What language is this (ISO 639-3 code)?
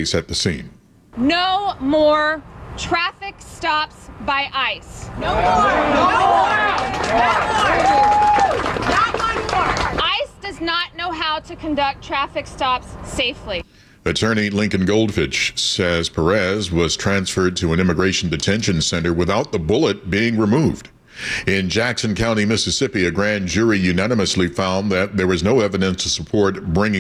eng